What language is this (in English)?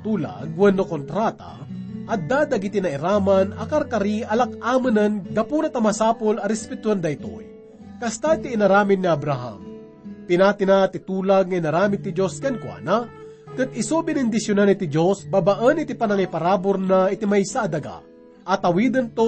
Iloko